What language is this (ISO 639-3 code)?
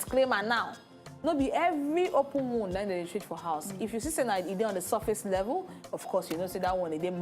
pcm